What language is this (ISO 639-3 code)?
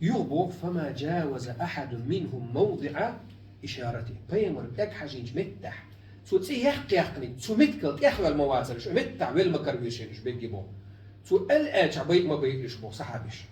che